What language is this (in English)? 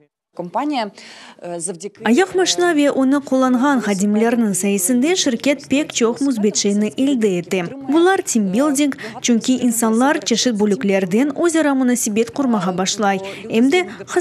Crimean Tatar